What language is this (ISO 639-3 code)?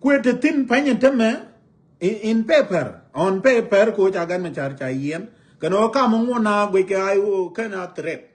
nus